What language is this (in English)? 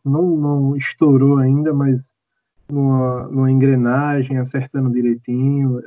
Portuguese